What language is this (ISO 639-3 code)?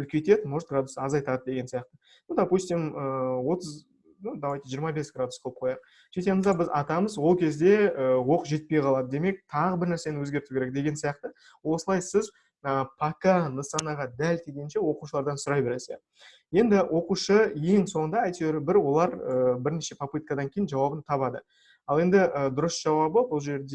kaz